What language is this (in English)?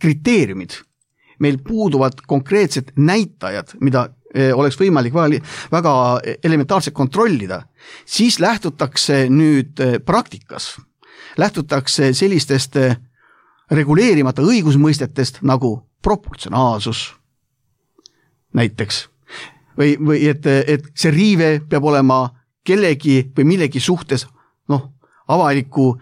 Estonian